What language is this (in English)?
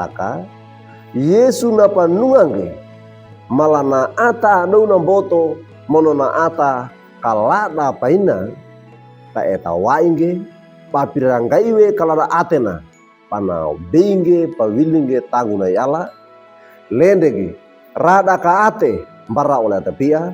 Wejewa